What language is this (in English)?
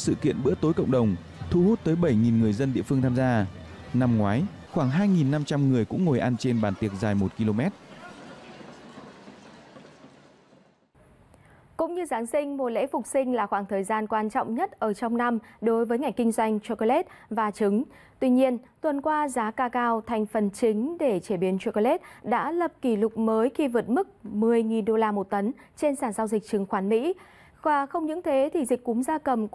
Vietnamese